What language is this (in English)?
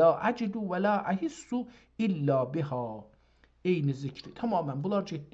South Azerbaijani